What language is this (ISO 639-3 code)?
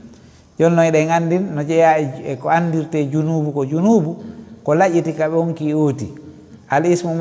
ful